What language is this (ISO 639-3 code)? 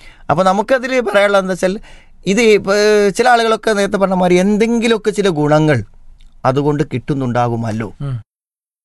mal